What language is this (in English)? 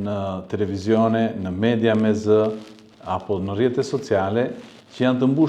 Albanian